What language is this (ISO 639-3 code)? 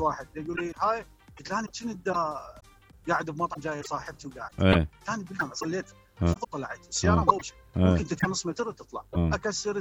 acm